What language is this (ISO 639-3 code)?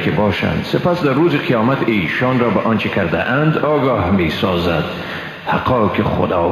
fas